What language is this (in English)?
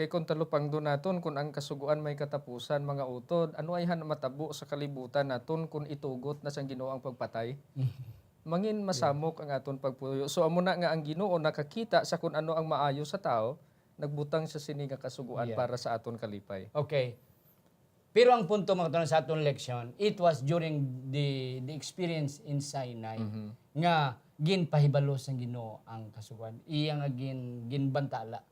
Hiligaynon